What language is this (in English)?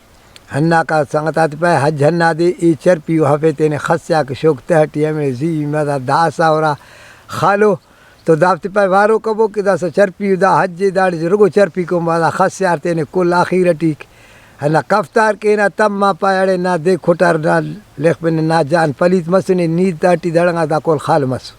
Brahui